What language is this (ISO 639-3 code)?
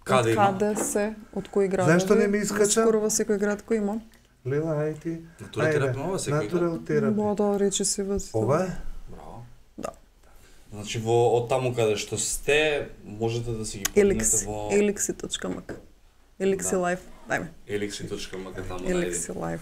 mkd